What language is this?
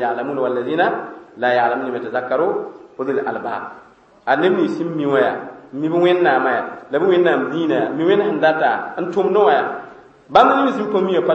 Mossi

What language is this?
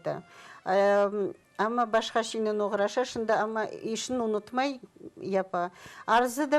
Crimean Tatar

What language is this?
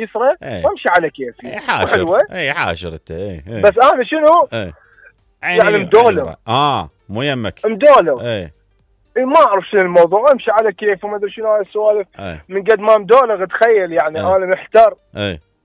Mesopotamian Arabic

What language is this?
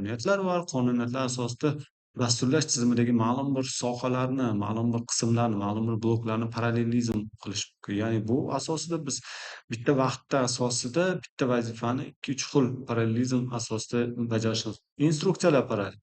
Uzbek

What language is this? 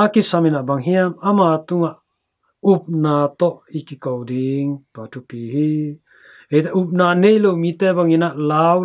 Tedim Chin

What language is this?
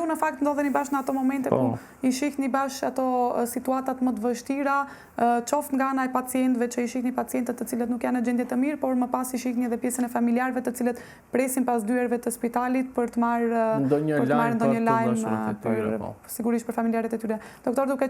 Albanian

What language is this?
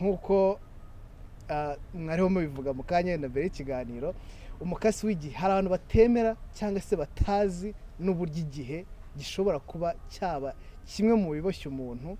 Kinyarwanda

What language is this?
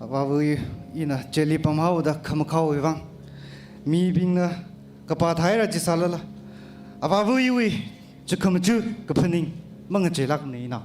Tangkhul Naga (India)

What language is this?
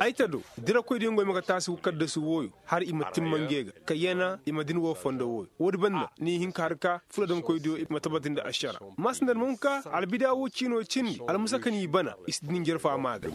Koyraboro Senni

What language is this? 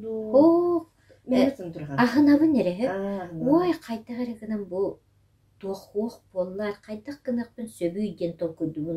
Yakut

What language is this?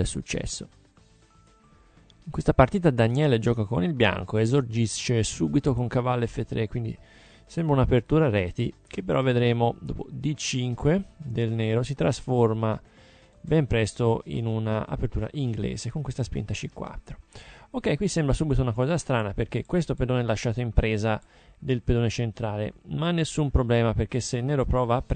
Italian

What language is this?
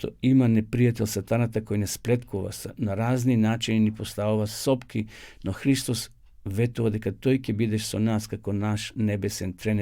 Macedonian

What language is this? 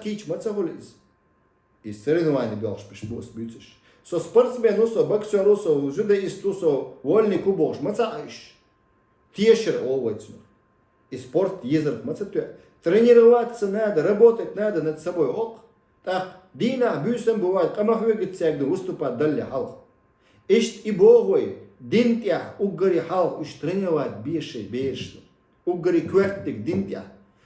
Chechen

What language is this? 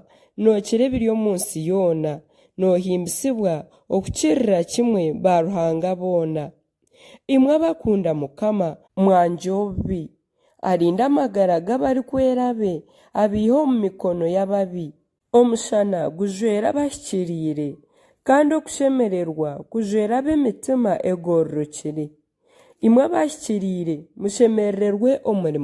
Nyankole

